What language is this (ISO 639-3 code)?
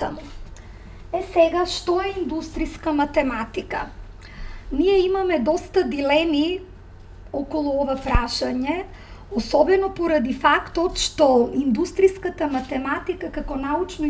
mkd